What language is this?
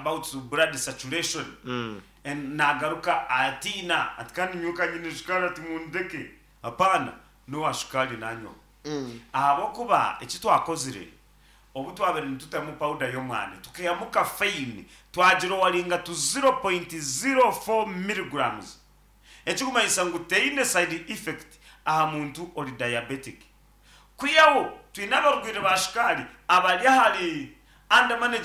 Nyankole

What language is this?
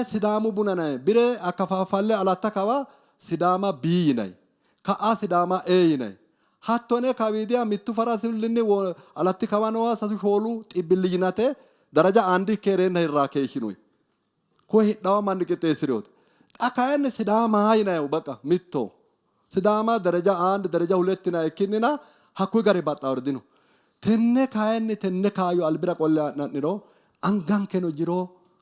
Sidamo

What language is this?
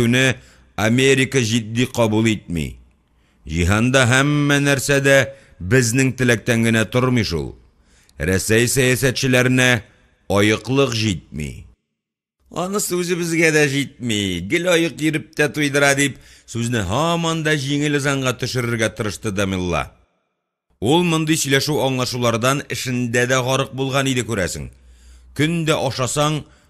Tatar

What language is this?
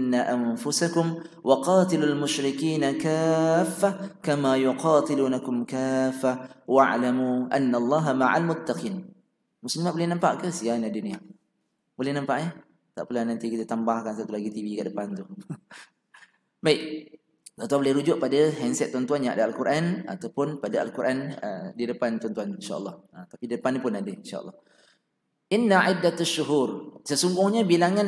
Malay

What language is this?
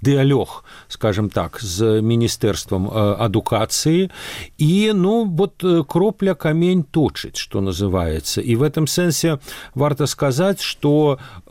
Belarusian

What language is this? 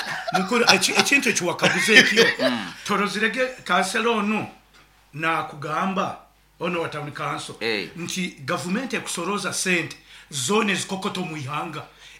Nyankole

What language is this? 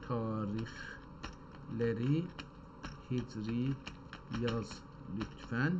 South Azerbaijani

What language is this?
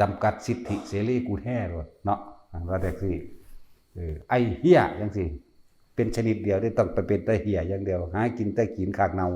Northeastern Thai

